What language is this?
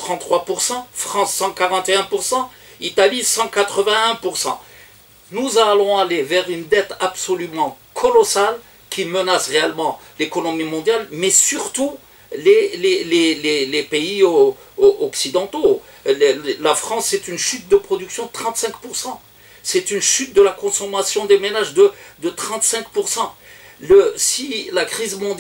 French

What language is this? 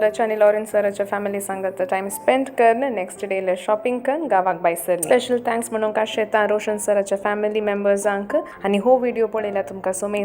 Konkani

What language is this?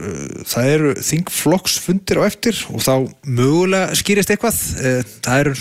Icelandic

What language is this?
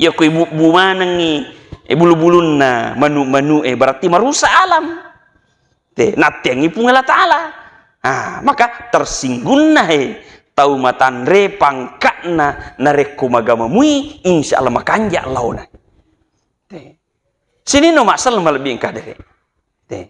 Buginese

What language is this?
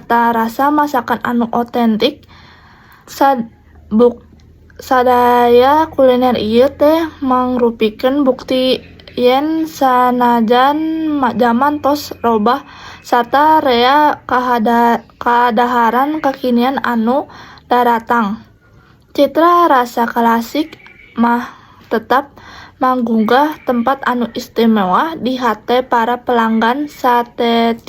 Sundanese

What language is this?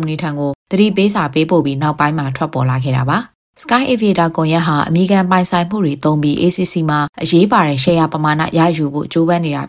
Burmese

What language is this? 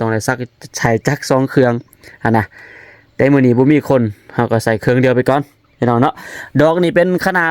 Lao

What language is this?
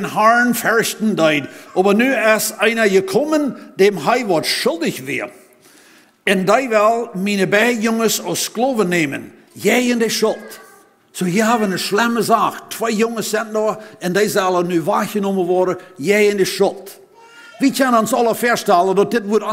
Plautdietsch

